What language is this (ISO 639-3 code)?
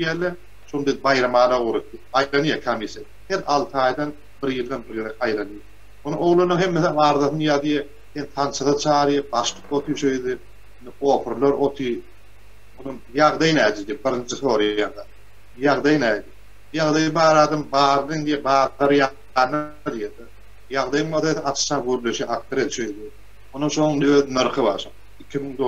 tuk